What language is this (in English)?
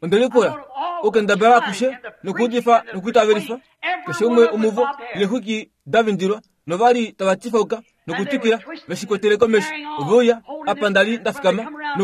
Kuanyama